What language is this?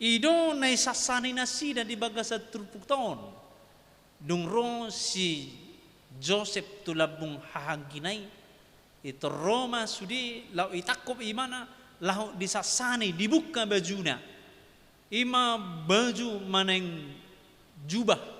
Batak Toba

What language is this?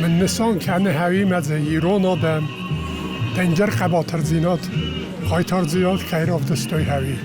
Ossetic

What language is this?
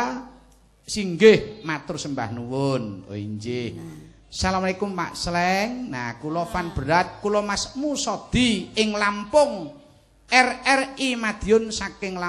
Javanese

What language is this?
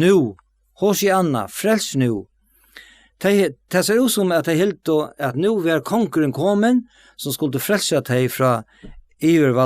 Faroese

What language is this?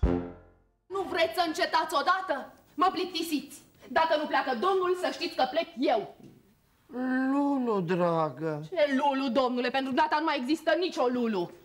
Romanian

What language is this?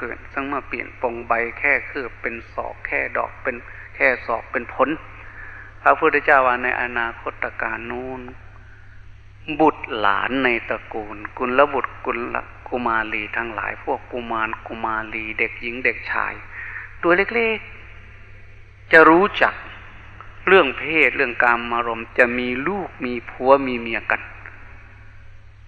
Thai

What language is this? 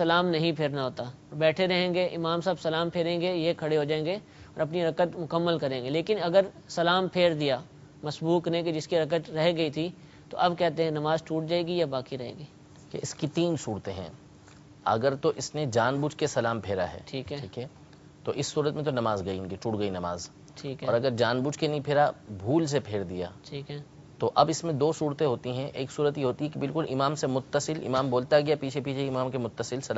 Urdu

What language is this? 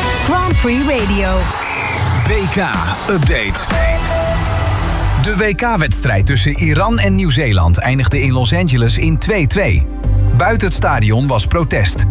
Dutch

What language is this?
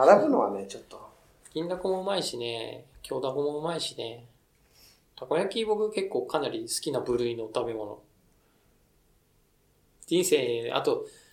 Japanese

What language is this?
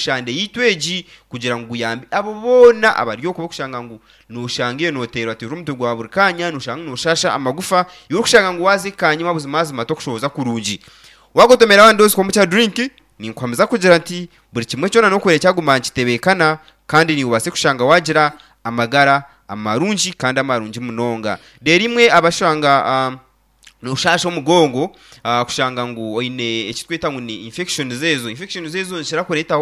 Nyankole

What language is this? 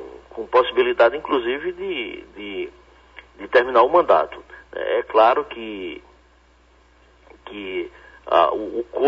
Portuguese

